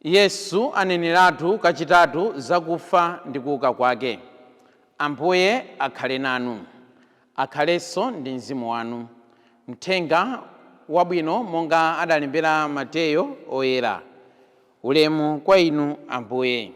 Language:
Nyanja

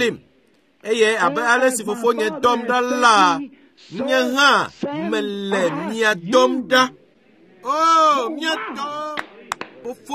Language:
Ewe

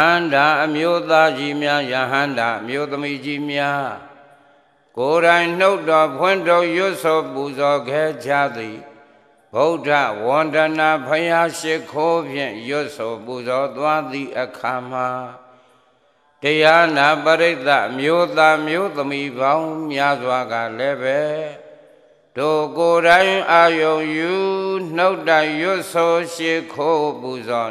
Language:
Burmese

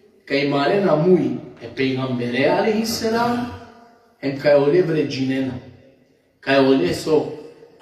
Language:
Balkan Romani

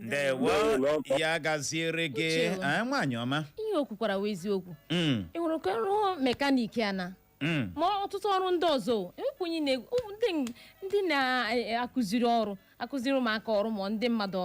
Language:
Igbo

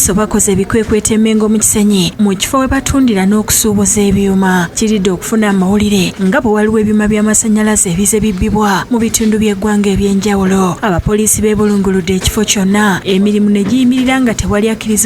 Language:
Ganda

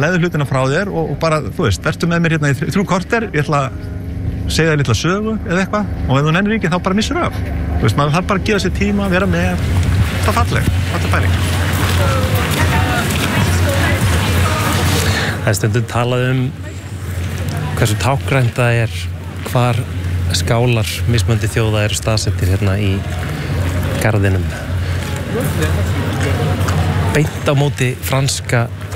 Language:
Icelandic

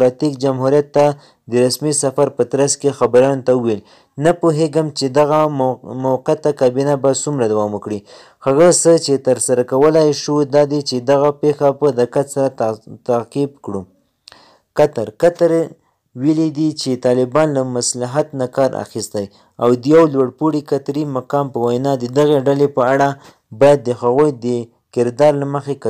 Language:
Pashto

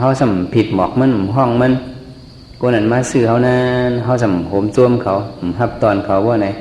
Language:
Shan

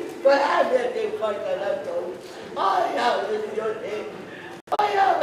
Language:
Tongan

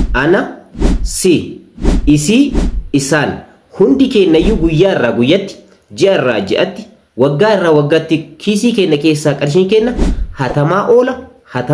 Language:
Oromo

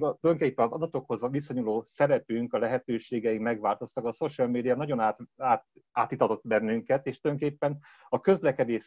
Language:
Hungarian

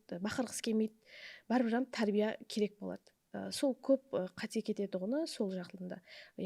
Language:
Kara-Kalpak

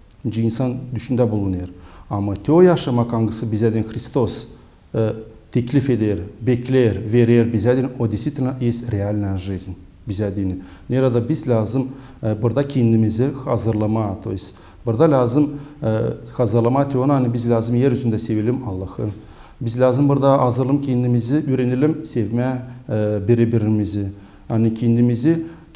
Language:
Gagauz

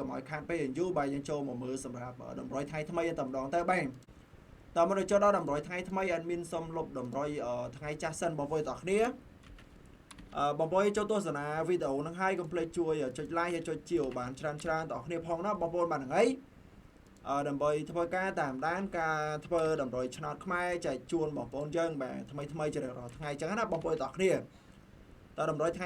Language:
Khmer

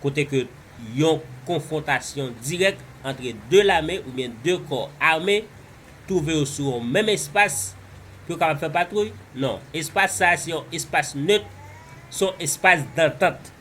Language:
Haitian Creole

